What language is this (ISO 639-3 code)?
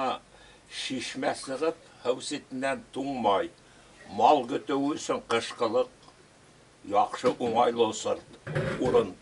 bak